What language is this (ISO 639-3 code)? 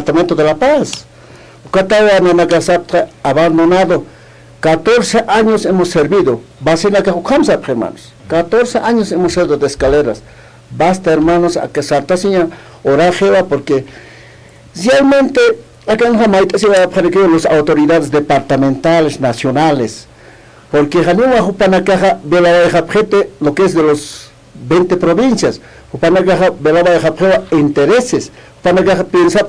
aym